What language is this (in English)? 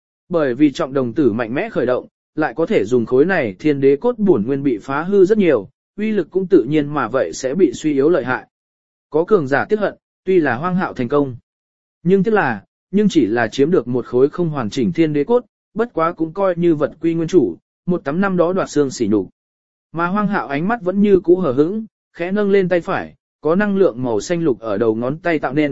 Vietnamese